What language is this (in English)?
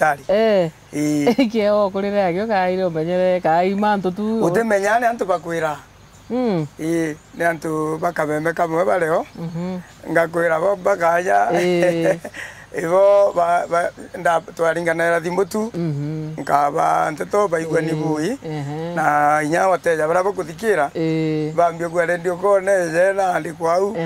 Meru